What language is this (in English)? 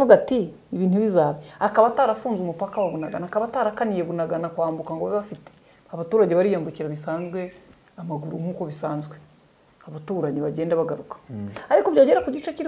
Kinyarwanda